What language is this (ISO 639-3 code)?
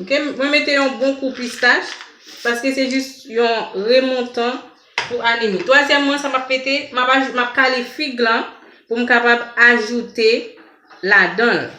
hat